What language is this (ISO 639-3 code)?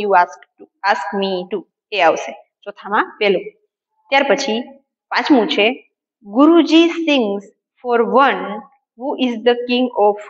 guj